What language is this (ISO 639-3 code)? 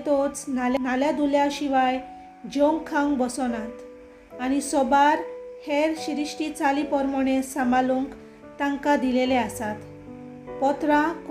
kok